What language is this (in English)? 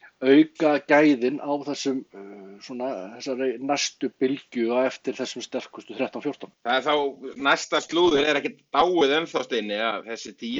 Icelandic